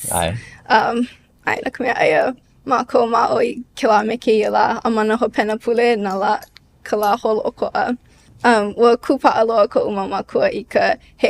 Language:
Hawaiian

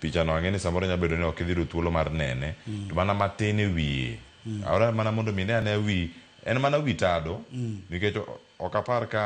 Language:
Luo (Kenya and Tanzania)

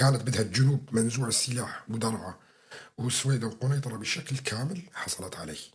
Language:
North Levantine Arabic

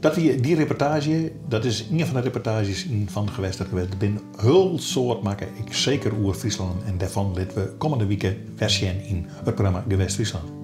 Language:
Western Frisian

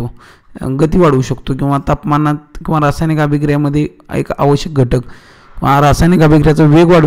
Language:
Marathi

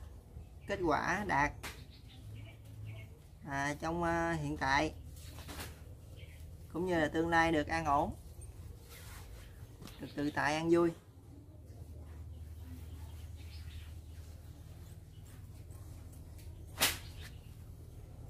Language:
Vietnamese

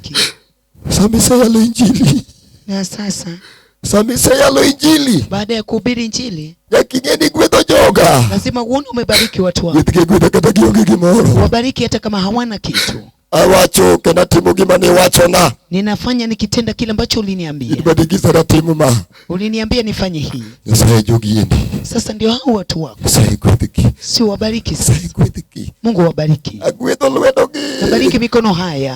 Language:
Luo (Kenya and Tanzania)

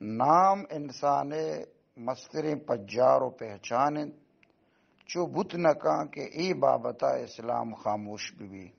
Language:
Baluchi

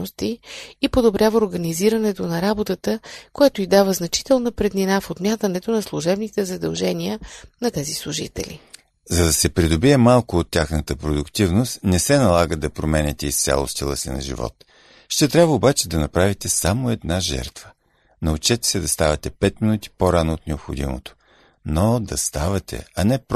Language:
Bulgarian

